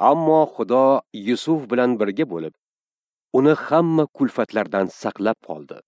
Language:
Uzbek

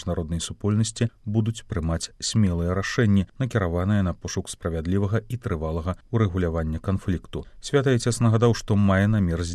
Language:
Belarusian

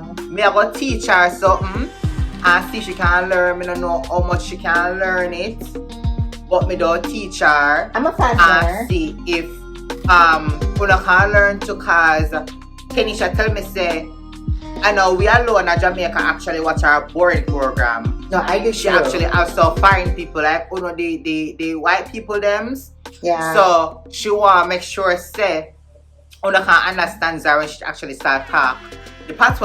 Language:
Jamaican Creole English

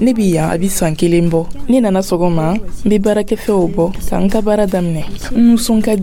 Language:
Dyula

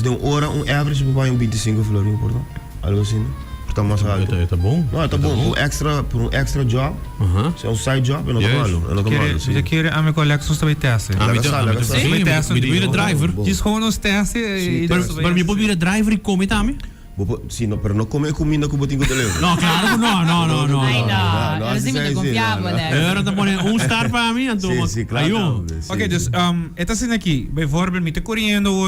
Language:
Papiamento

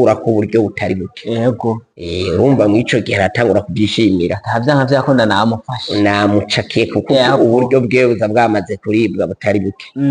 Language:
Rundi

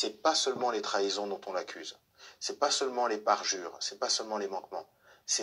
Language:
Lingala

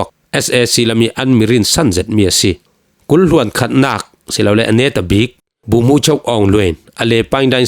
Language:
Falam Chin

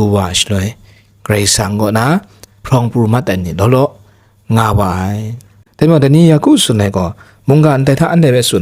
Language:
Kachin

